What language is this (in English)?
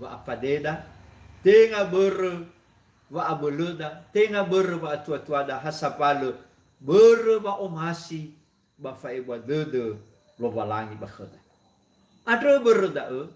Nias